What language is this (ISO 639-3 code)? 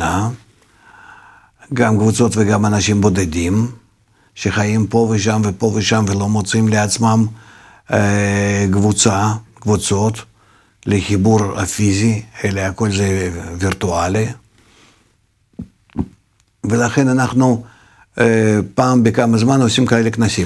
heb